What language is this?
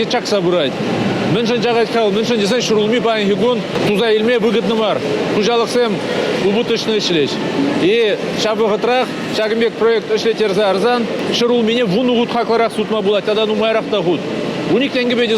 Chuvash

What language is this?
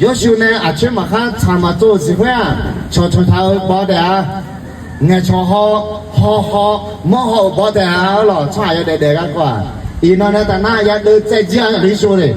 Akha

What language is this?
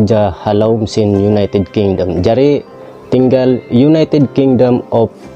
Tausug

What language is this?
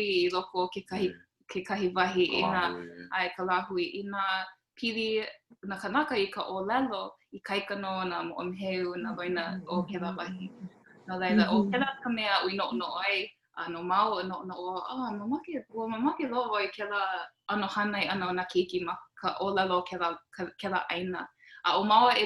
Hawaiian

